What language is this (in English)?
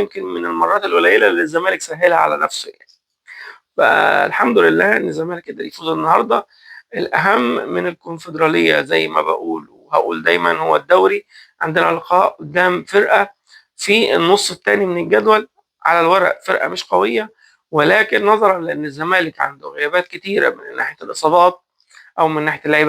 Egyptian Arabic